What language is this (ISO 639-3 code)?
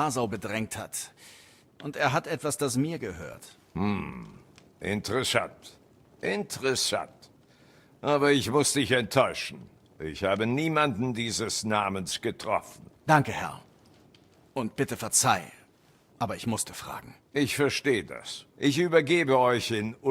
bar